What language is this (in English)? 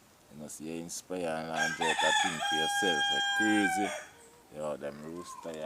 Jamaican Creole English